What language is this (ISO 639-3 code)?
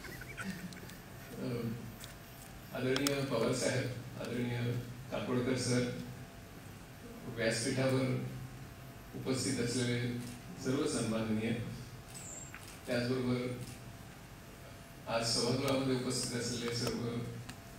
mar